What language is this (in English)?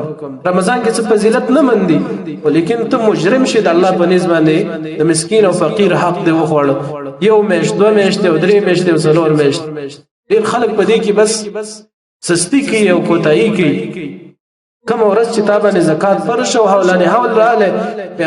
Pashto